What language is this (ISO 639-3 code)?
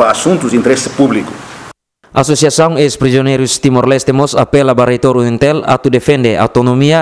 tet